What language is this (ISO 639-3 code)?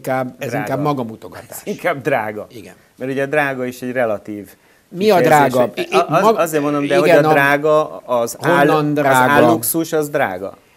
hun